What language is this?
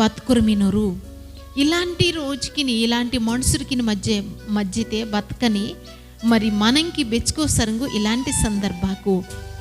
Koya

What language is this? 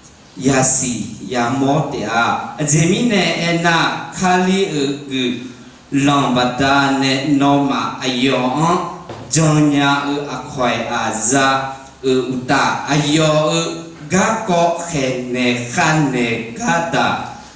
Akha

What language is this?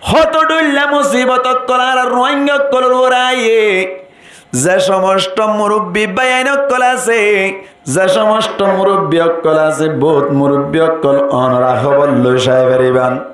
Rohingya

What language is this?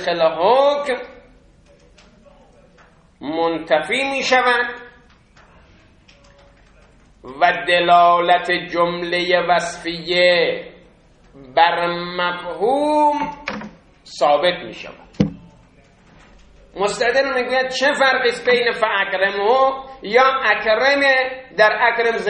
Persian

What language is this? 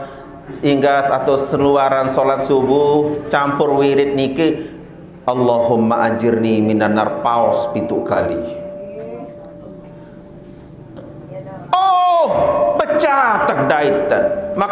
Sasak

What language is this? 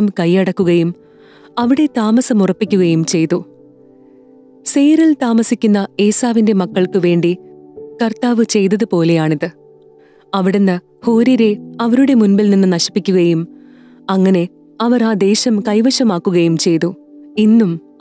Malayalam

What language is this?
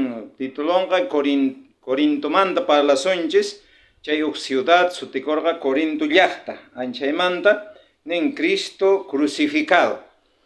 South Bolivian Quechua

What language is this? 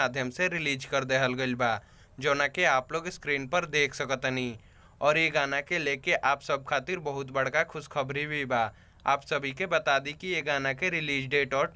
Bhojpuri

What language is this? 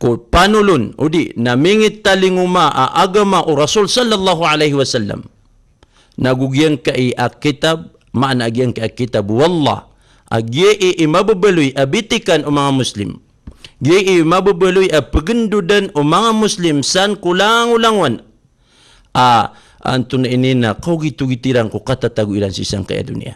Maranao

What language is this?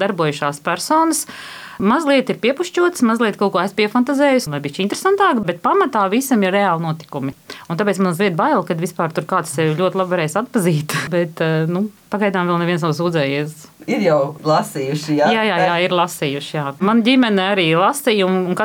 Latvian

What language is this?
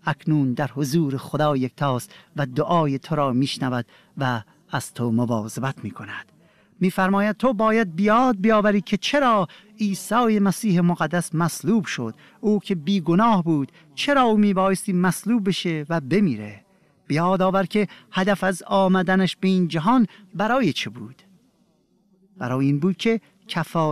Persian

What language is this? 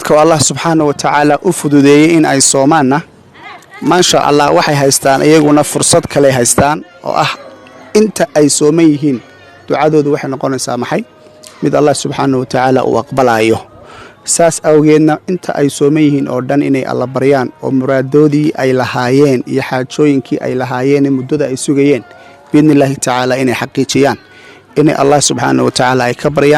Somali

